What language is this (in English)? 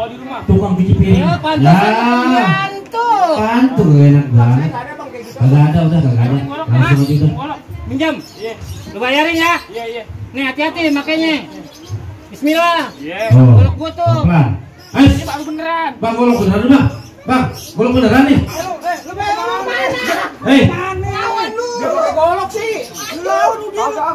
Betawi